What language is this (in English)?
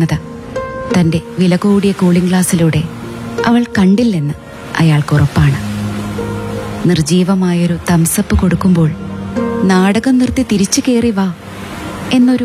Malayalam